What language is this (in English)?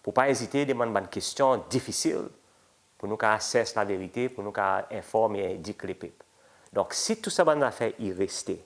Seselwa Creole French